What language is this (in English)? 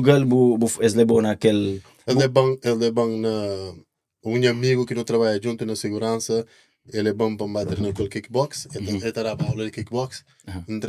Kabuverdianu